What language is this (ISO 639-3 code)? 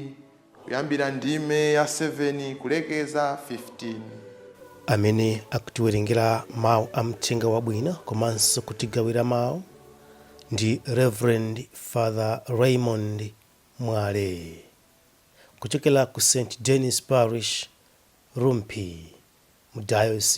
nya